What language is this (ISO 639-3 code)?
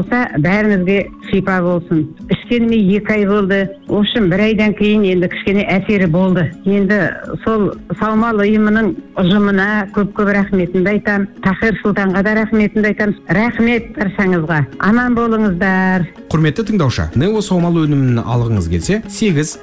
kaz